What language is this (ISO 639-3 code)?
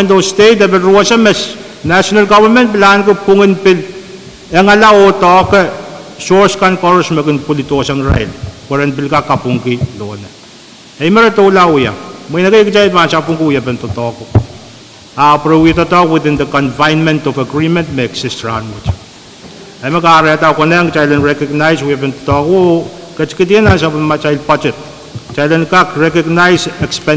pon